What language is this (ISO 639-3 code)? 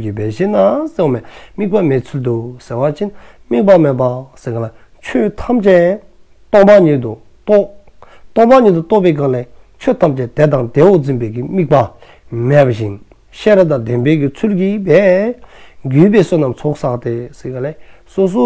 dzo